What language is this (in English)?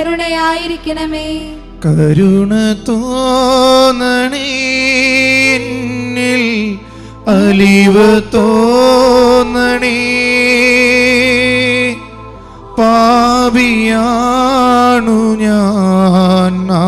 Malayalam